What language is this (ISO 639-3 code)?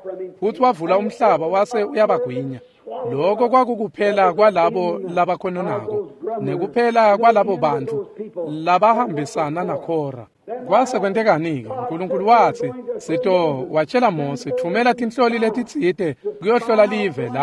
ssw